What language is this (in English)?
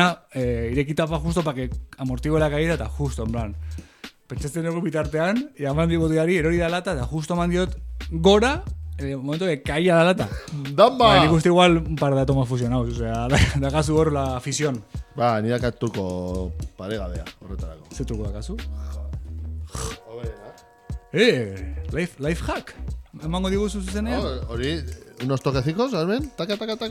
Basque